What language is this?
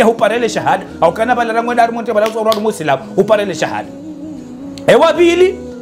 Ngazidja Comorian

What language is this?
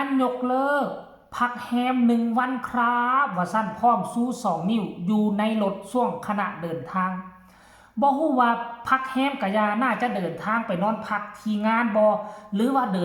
Northeastern Thai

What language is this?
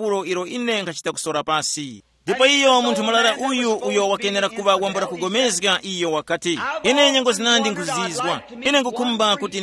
Tumbuka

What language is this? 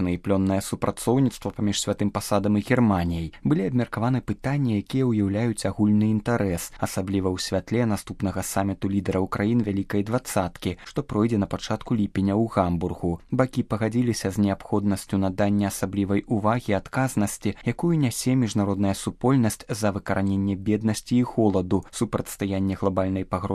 Belarusian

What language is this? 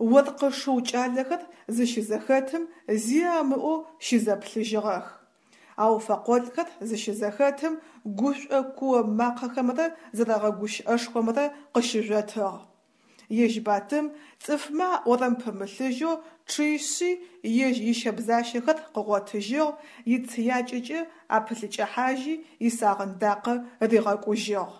Adyghe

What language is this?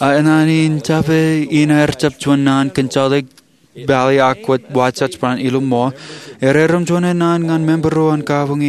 Marshallese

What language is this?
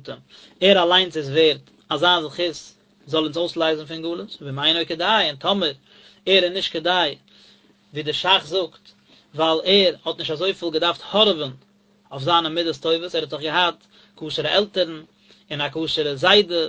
Yiddish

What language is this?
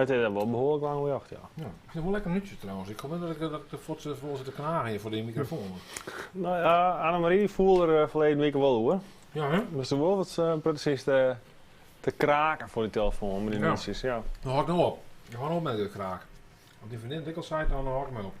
Western Frisian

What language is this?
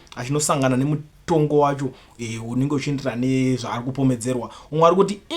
Shona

